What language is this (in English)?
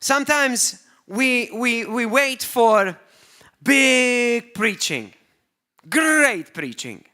English